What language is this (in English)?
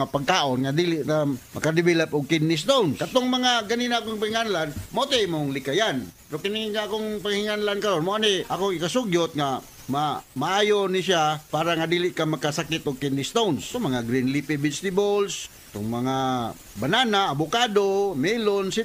Cebuano